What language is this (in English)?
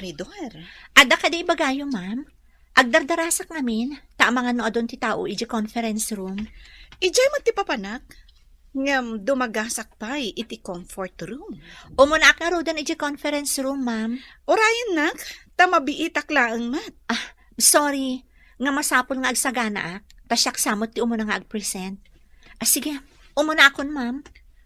Iloko